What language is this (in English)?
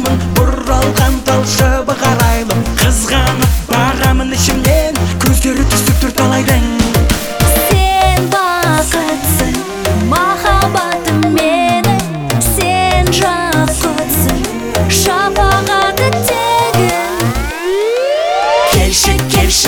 Kazakh